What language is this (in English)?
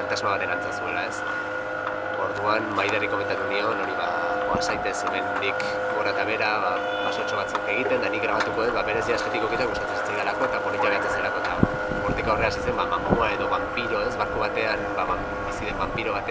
Basque